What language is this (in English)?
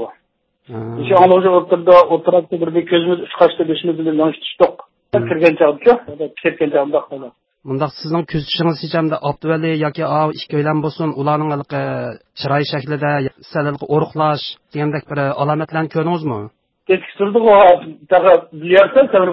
Uyghur